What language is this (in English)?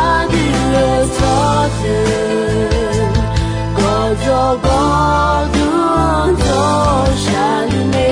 Akha